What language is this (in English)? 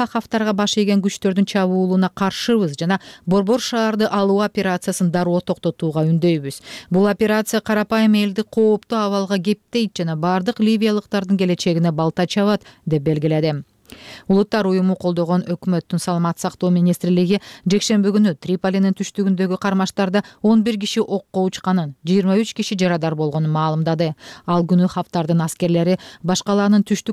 Kyrgyz